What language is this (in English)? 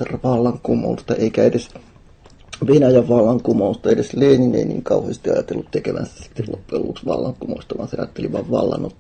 Finnish